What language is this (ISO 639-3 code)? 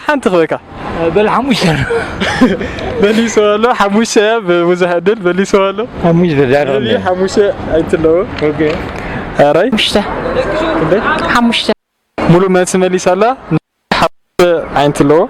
tir